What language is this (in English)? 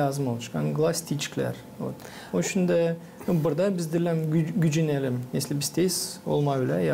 Gagauz